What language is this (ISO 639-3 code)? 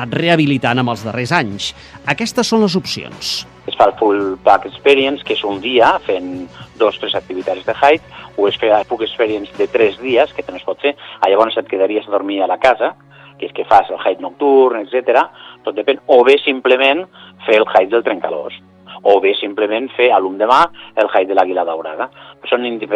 cat